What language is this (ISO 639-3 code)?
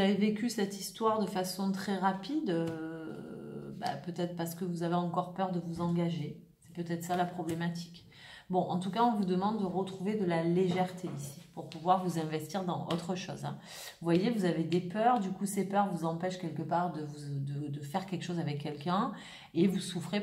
fra